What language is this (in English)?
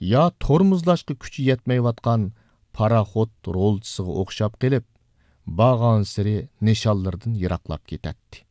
Uyghur